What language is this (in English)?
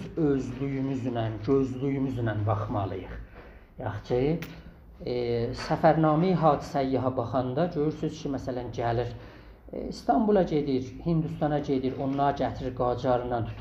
South Azerbaijani